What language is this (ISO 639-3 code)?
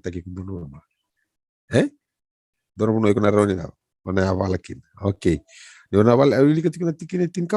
fij